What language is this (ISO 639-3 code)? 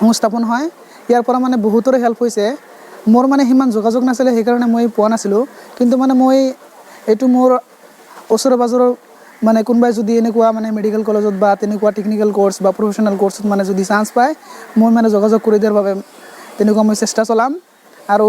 asm